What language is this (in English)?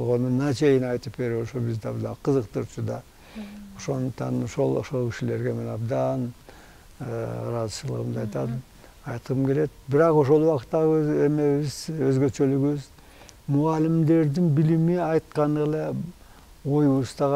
Kyrgyz